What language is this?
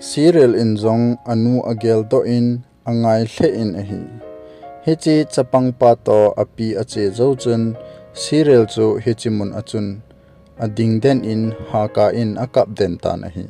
Thado Chin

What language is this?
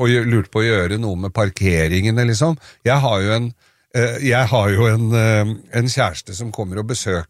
Norwegian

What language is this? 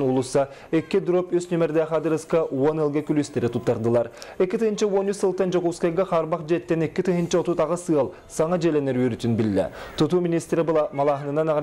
Yakut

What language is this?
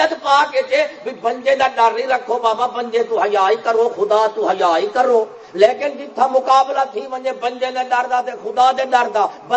Saraiki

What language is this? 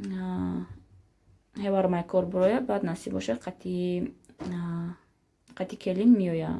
Tajik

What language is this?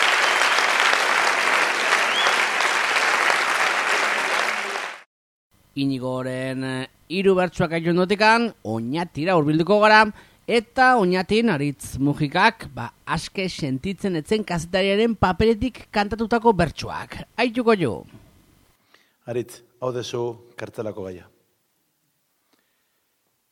Basque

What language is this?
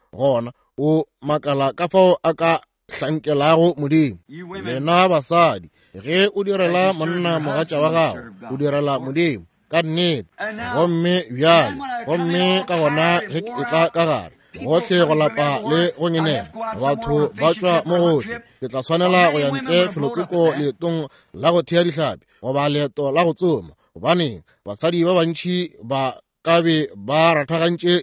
Northern Sotho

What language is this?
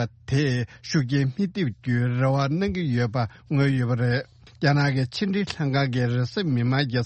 Tibetan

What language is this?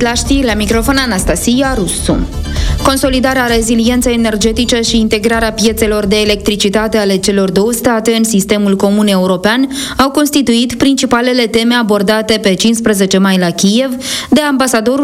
Romanian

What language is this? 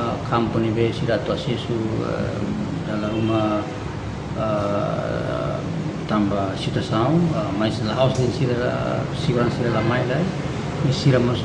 Tetum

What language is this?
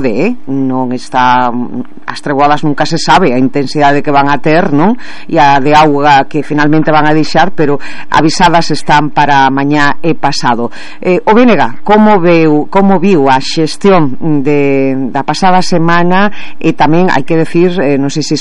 Galician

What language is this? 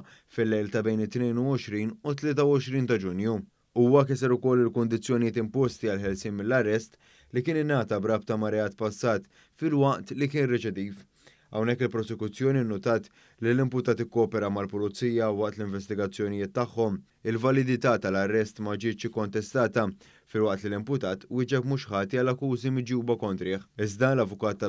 Maltese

